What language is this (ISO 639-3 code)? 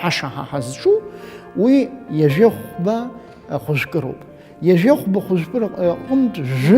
abk